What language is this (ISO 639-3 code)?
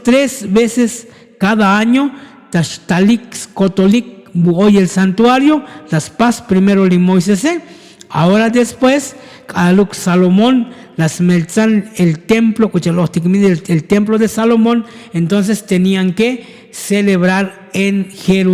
tzo